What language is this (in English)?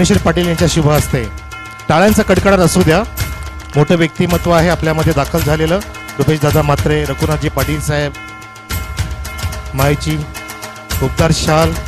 Marathi